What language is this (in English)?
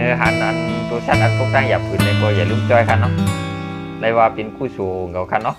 Shan